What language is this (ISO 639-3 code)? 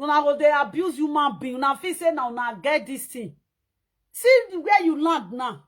pcm